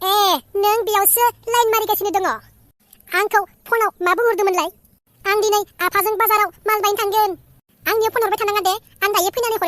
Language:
Bodo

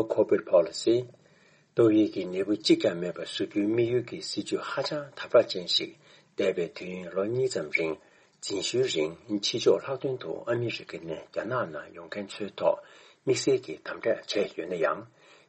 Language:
Tibetan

